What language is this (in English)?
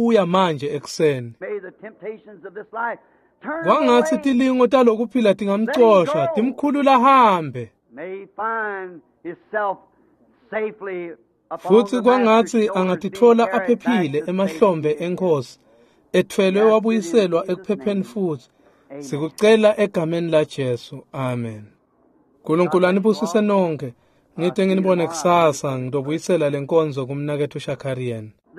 Swati